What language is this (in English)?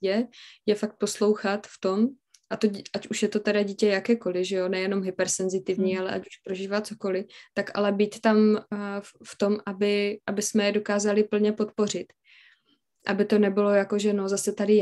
Czech